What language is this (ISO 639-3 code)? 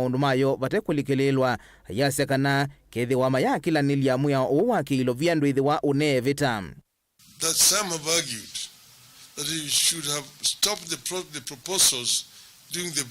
kam